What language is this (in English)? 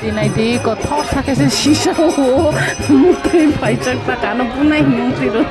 Kok Borok